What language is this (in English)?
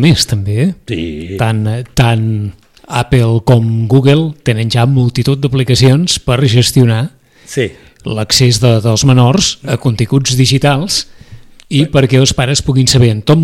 Catalan